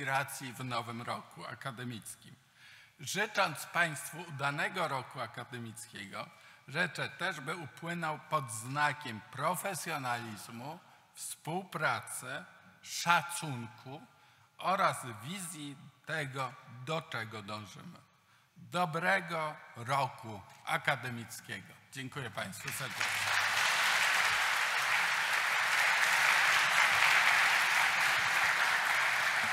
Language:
Polish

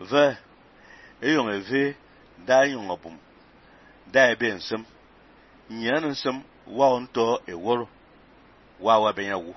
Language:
Fang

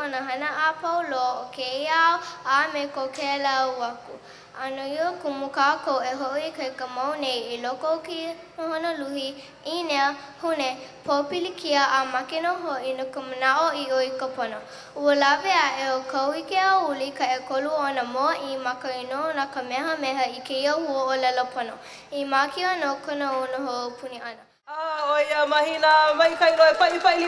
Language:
Hawaiian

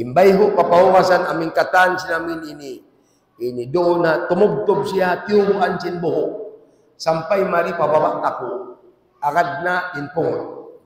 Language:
Tausug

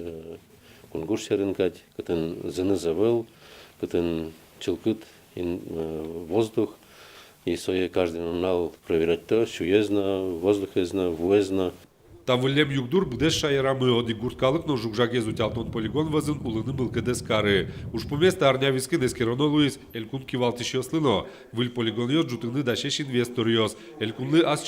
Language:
Udmurt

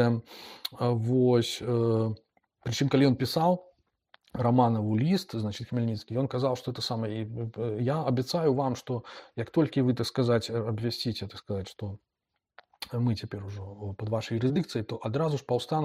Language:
Belarusian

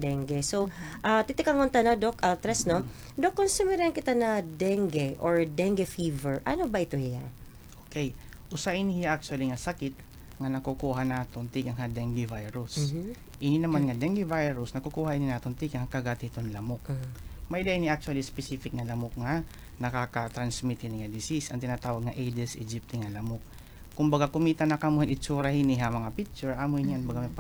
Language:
Waray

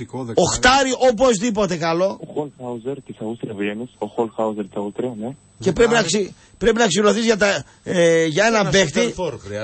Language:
Greek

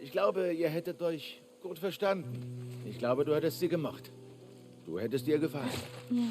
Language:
Bavarian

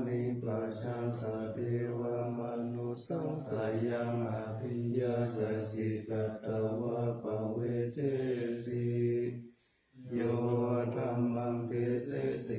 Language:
Pali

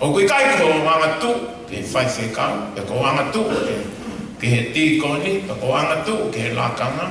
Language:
Tongan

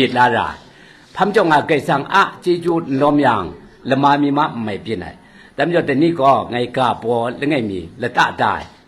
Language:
Kachin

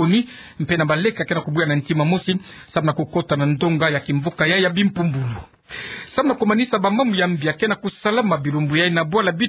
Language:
Kituba (Democratic Republic of Congo)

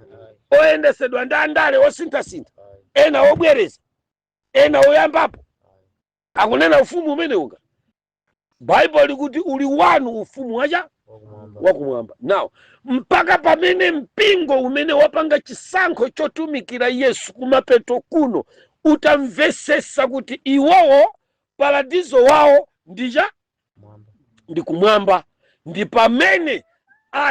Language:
Nyanja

